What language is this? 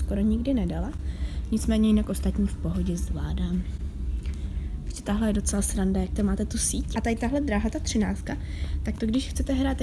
Czech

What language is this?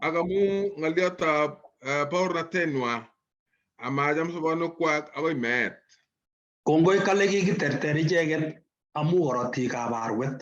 Kalenjin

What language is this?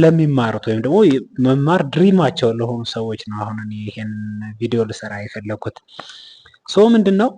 Amharic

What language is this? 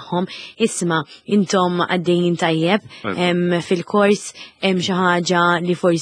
Maltese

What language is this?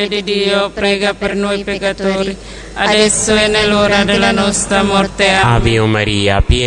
Italian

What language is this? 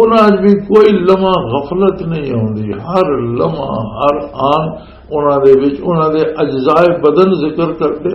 Western Panjabi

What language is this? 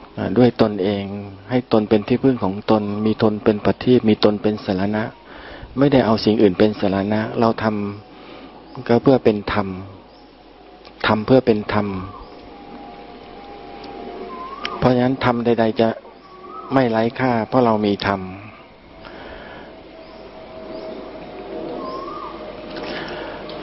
Thai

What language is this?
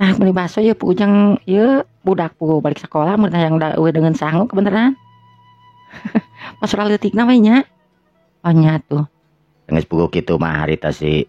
Sundanese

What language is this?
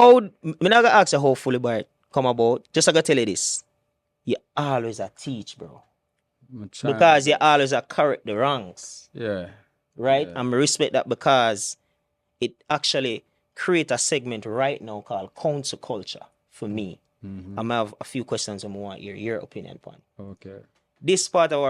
Jamaican Creole English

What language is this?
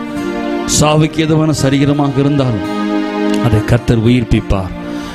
Tamil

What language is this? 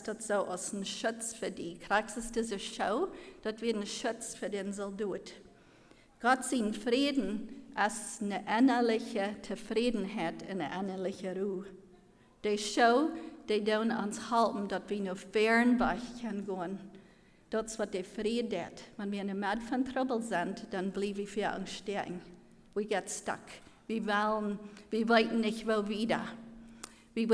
Plautdietsch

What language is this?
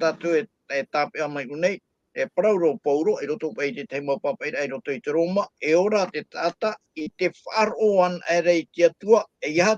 Tahitian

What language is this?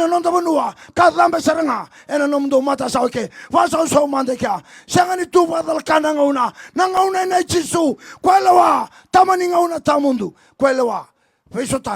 Fijian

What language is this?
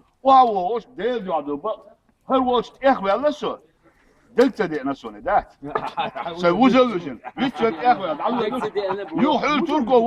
Chechen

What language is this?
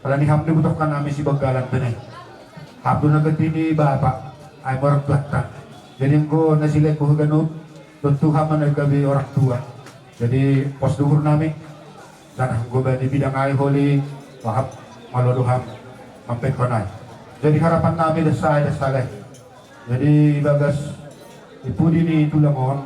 Batak Simalungun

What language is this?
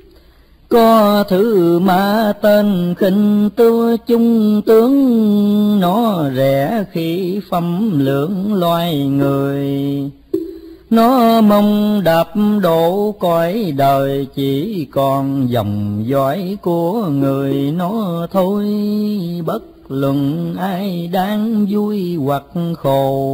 Vietnamese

